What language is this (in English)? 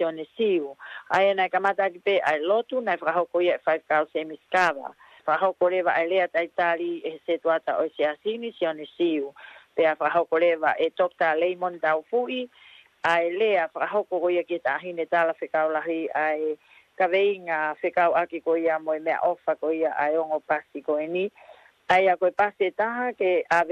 Tongan